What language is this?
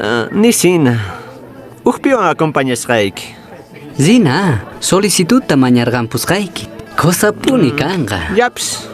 Quechua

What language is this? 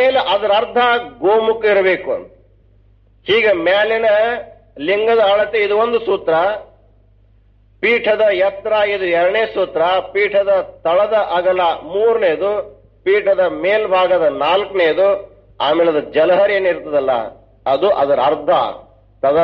Kannada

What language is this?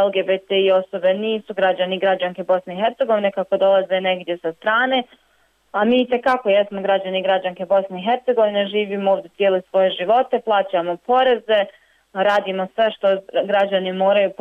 Bosnian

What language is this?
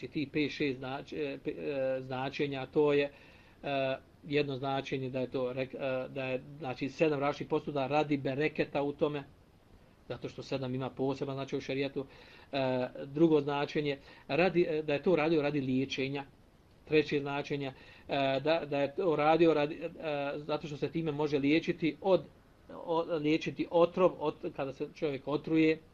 Bosnian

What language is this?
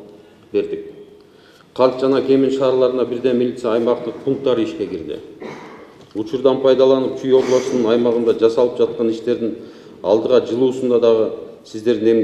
Kyrgyz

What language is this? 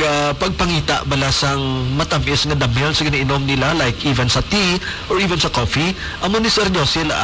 Hiligaynon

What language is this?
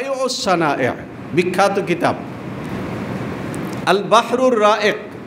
Bangla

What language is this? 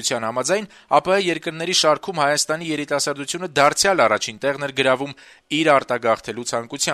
Armenian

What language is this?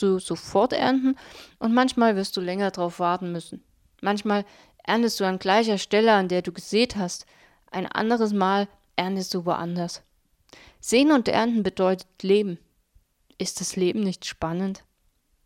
German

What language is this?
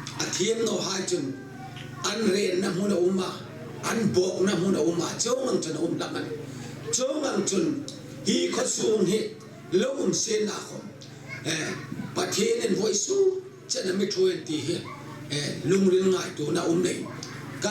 Hmar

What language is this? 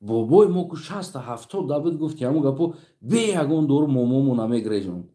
Tajik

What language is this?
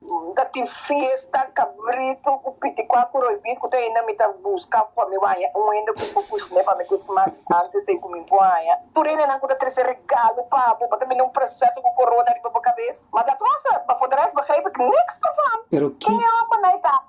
Papiamento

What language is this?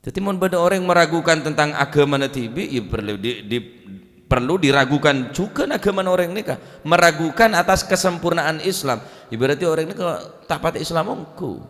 Madurese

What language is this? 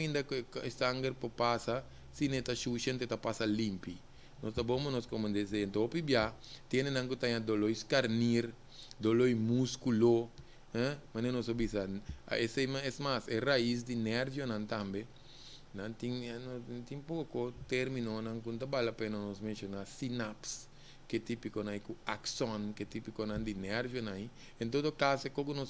Papiamento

